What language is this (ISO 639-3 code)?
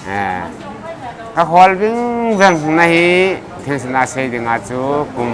pck